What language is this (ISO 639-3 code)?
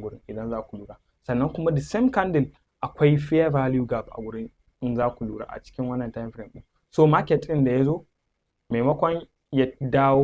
hau